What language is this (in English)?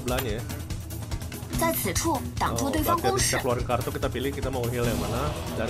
Indonesian